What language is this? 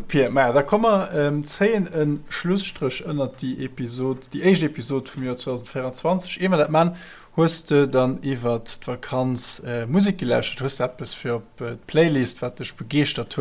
Luxembourgish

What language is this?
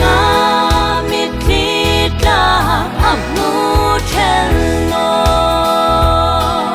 Hmar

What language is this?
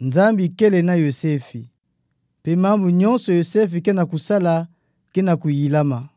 Kituba (Democratic Republic of Congo)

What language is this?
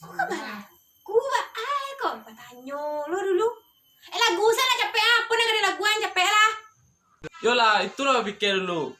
Minangkabau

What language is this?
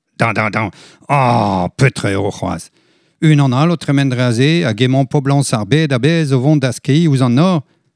Breton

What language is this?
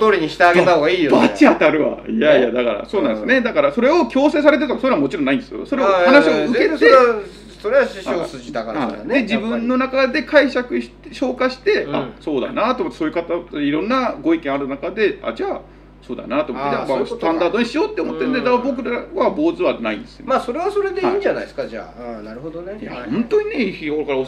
Japanese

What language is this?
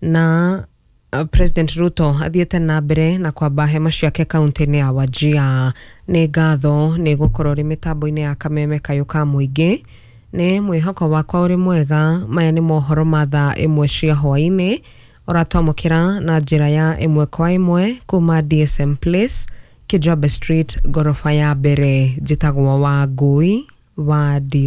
Kikuyu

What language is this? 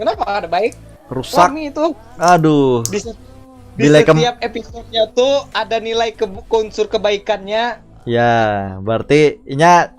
Banjar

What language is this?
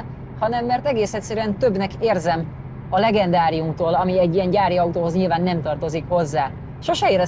Hungarian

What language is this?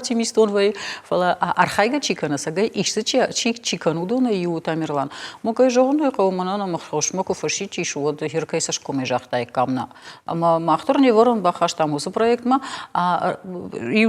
Ossetic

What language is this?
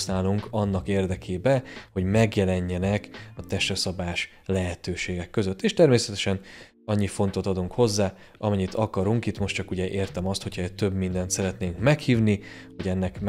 Hungarian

